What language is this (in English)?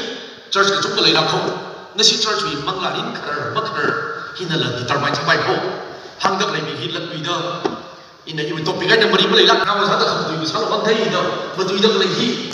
Tangkhul Naga (India)